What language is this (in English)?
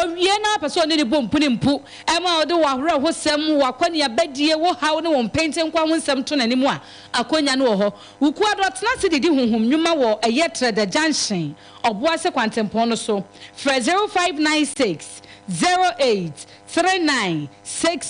Akan